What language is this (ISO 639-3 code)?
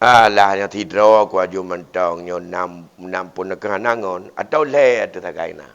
ace